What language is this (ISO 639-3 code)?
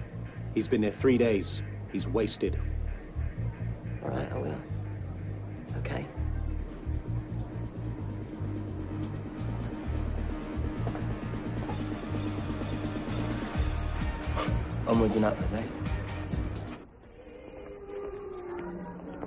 eng